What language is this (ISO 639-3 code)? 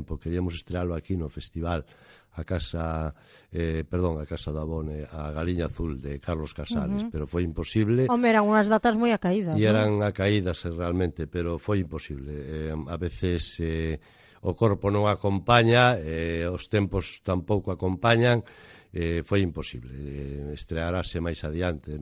glg